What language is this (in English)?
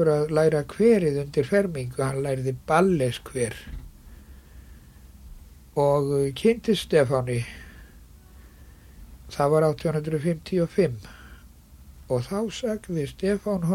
Icelandic